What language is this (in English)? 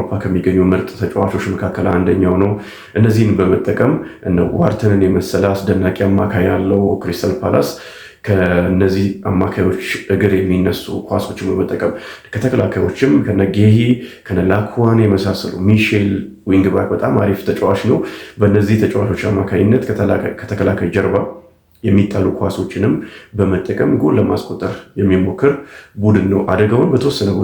Amharic